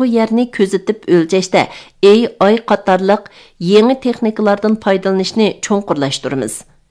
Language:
Uyghur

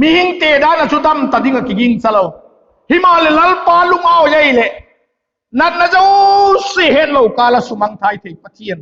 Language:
Vaiphei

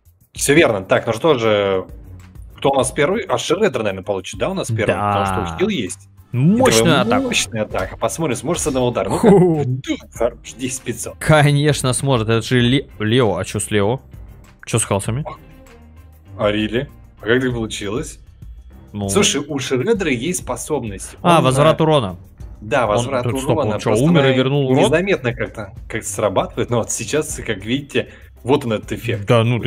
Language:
Russian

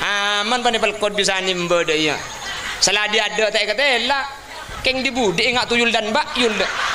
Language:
Madurese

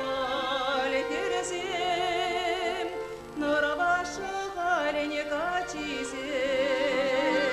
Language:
Chuvash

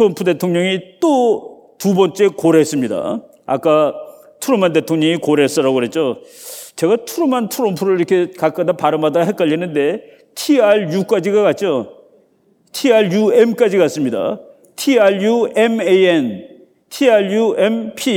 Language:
Korean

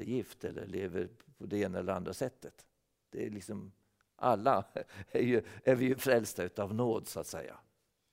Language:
Swedish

